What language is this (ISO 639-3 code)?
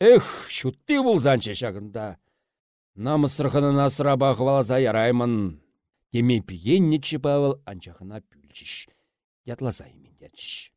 chv